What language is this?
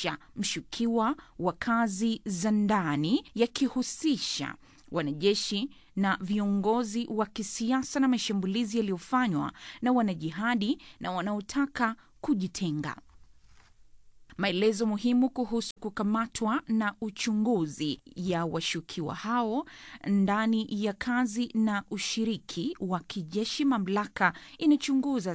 Swahili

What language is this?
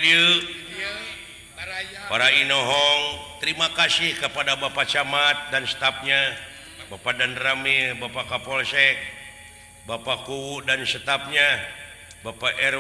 Sundanese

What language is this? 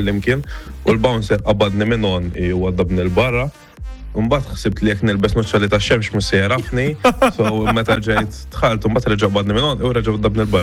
Maltese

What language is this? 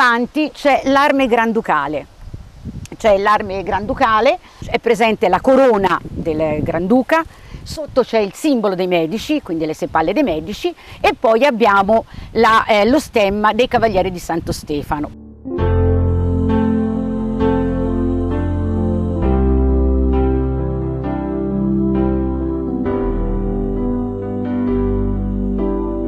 Italian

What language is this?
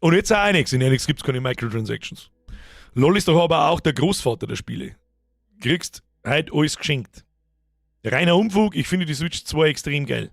Bavarian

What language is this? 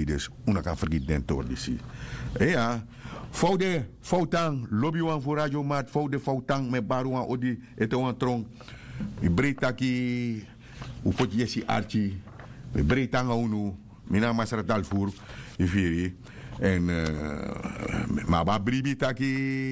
Sranan Tongo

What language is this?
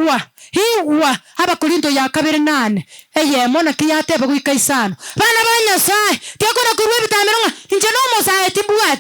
Gusii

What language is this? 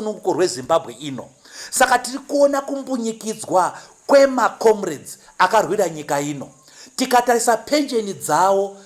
Shona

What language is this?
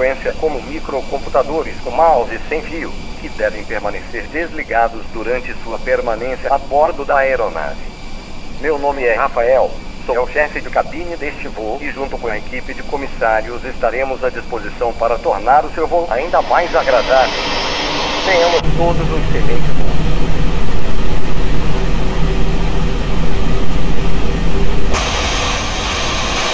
Portuguese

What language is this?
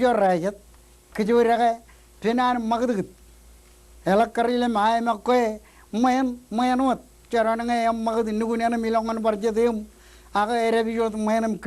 Marshallese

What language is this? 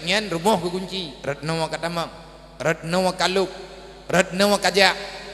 Achinese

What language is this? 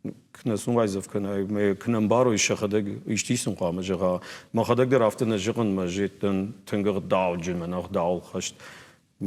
Ossetic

